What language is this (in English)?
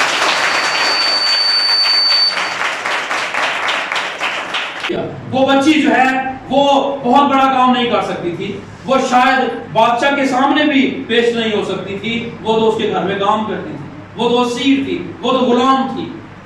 Urdu